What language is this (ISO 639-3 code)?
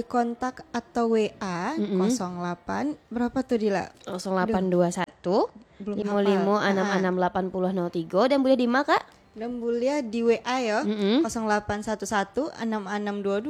min